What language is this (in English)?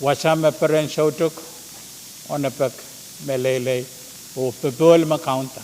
Pohnpeian